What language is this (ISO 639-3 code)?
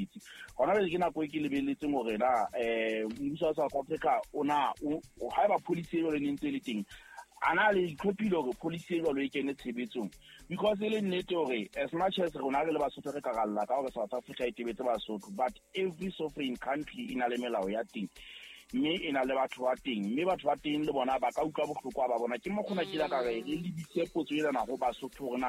sot